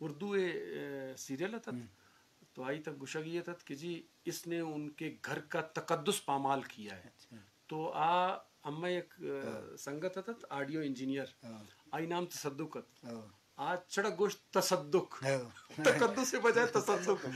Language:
Eastern Balochi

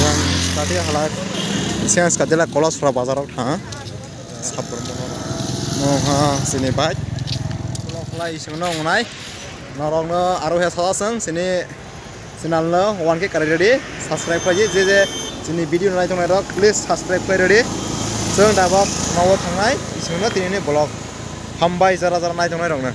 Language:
Kok Borok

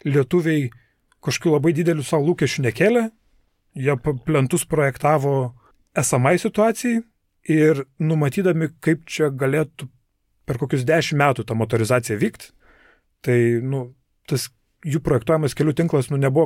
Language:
Lithuanian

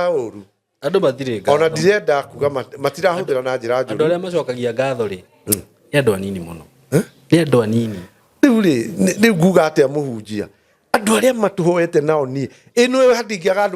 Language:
Kikuyu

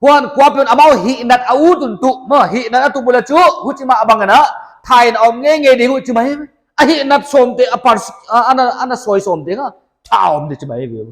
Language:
Paite Chin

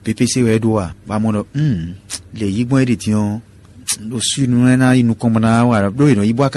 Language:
Fon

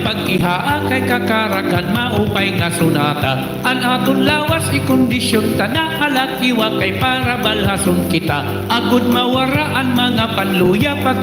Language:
Waray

